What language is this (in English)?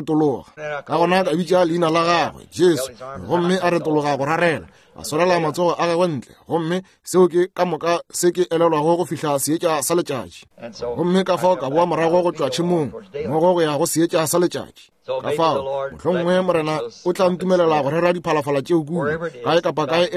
Northern Sotho